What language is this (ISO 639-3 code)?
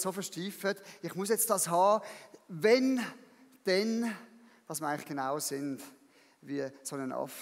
gsw